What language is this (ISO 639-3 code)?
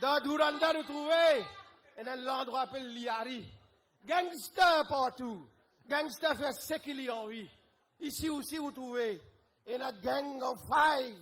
mfe